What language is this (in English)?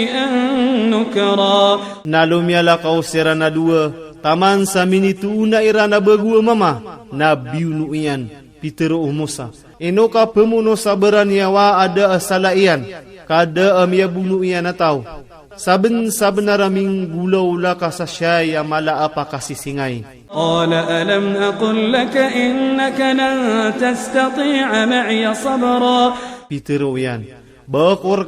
Iranun (Philippines)